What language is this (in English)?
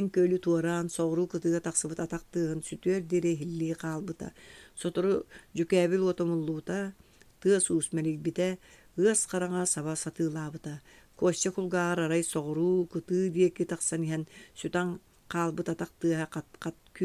Yakut